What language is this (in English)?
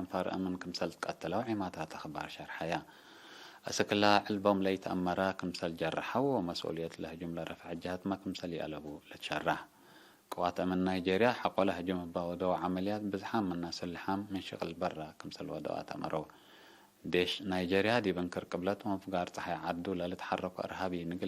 Tigre